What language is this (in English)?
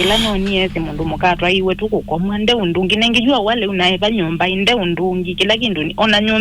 Kamba